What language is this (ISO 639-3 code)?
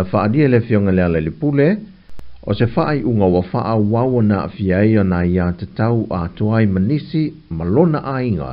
smo